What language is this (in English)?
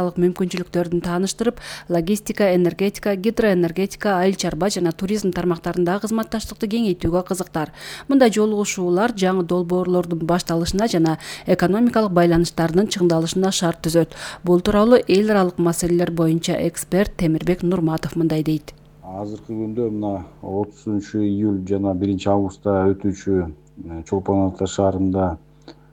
Kyrgyz